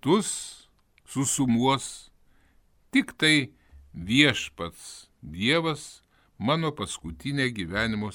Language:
Lithuanian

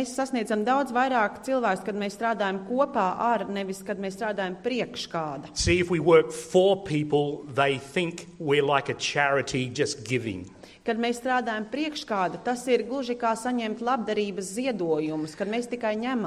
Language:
Latvian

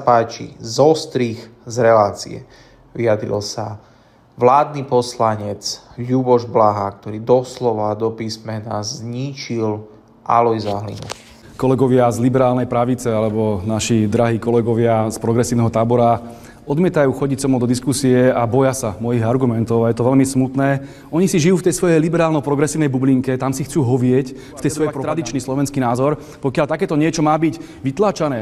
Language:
Slovak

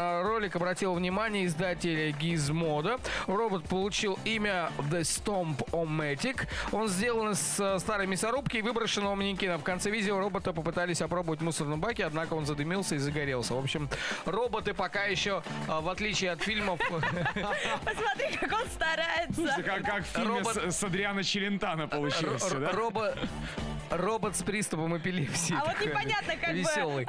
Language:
Russian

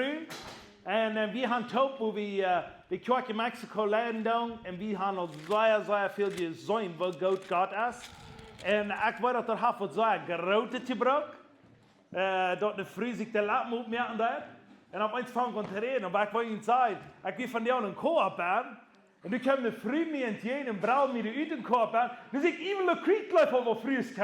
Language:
Plautdietsch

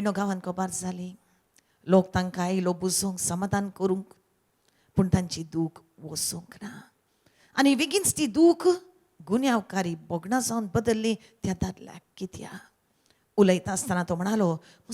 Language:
Konkani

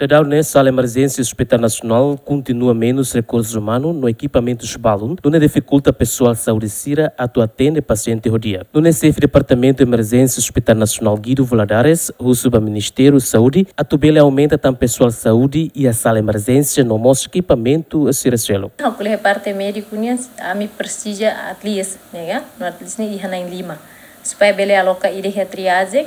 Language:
Tetum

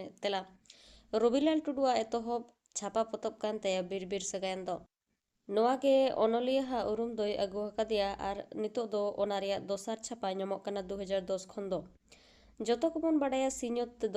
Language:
Santali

